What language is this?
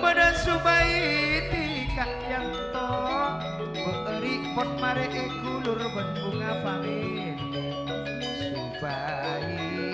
Madurese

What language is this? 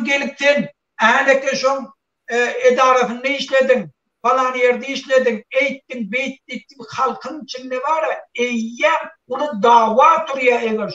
Turkmen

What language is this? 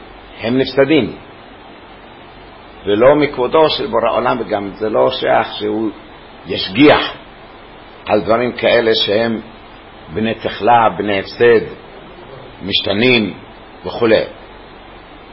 Hebrew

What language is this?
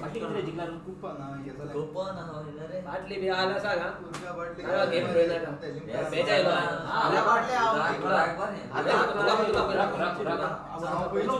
Konkani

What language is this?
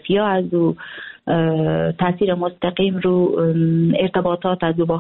Persian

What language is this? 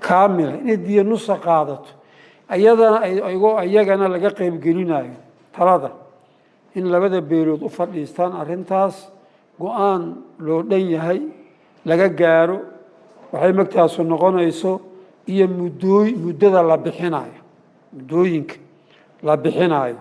Somali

